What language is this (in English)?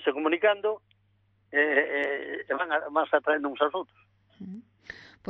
Galician